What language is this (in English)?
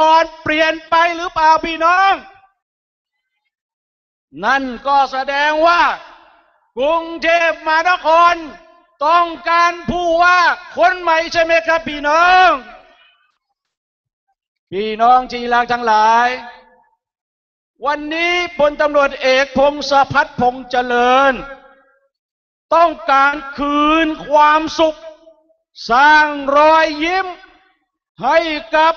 Thai